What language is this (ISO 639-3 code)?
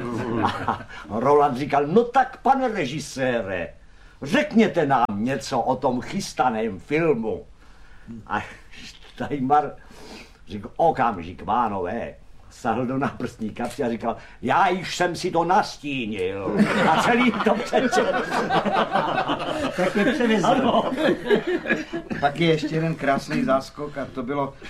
ces